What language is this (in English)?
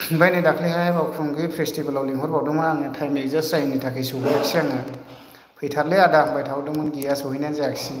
Bodo